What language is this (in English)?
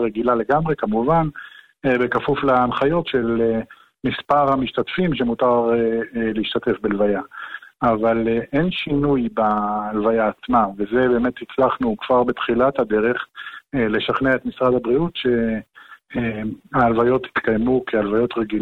Hebrew